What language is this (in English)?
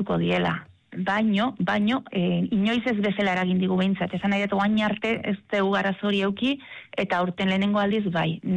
Basque